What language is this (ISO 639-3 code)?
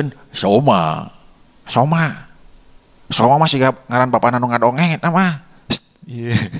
sun